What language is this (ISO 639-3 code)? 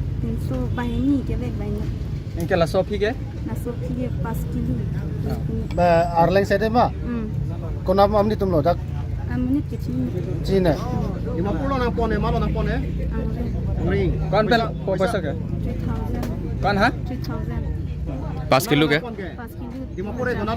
mjw